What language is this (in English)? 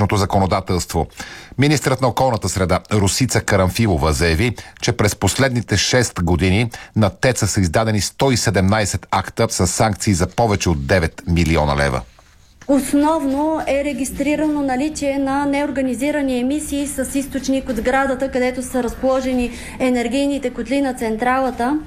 Bulgarian